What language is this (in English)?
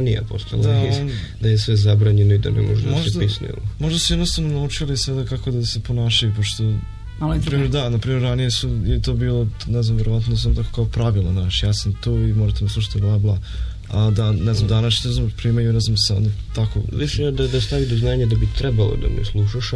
Serbian